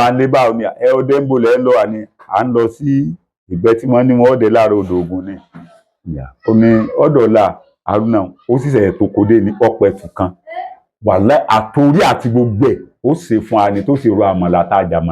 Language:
Yoruba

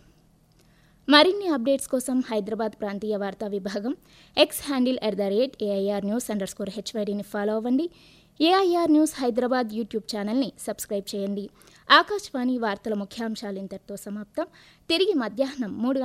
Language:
Telugu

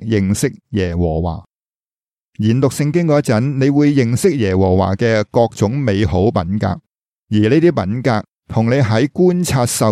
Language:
Cantonese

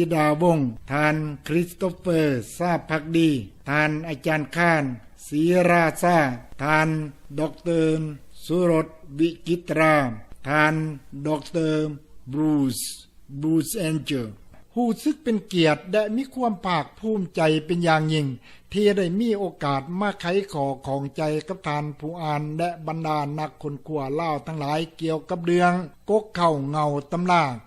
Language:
Lao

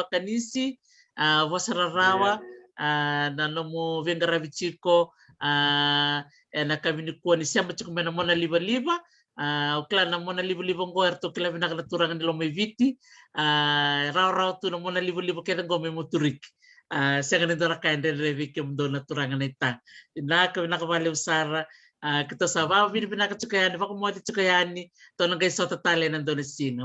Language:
Fijian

